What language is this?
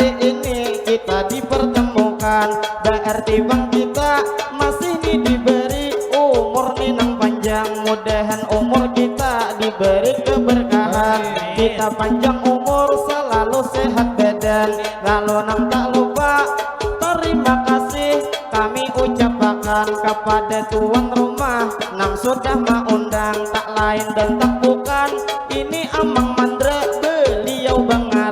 Banjar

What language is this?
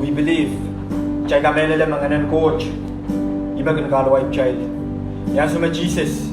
Pohnpeian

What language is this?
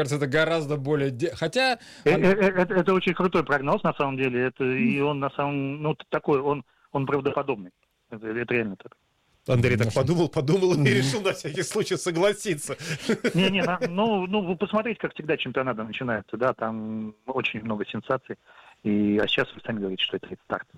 Russian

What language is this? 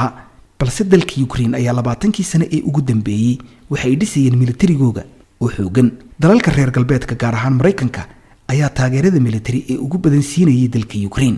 Somali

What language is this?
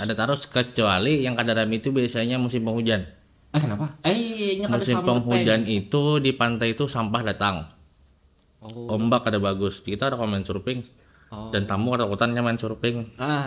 Banjar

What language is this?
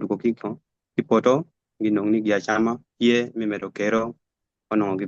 Acoli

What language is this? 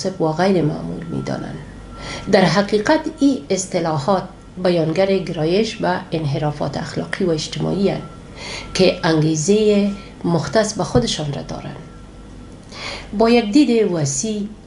Persian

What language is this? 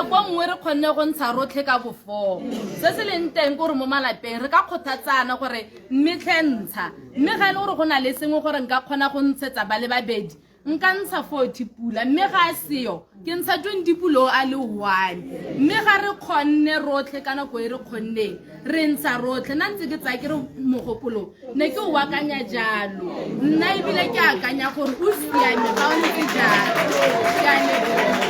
Tswana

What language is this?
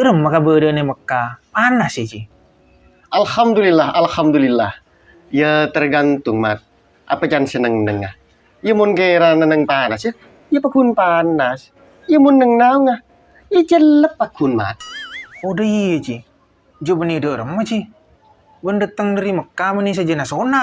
Madurese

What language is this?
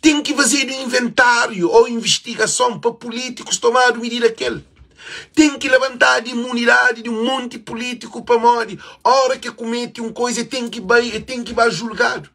Kabuverdianu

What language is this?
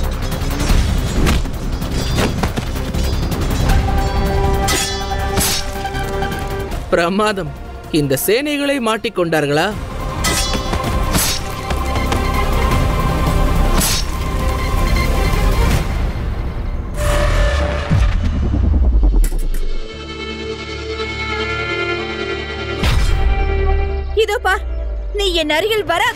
Tamil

